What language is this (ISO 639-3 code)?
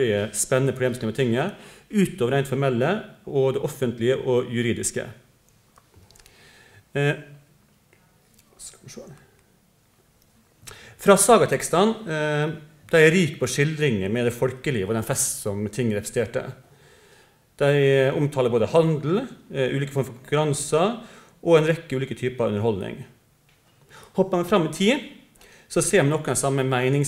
nor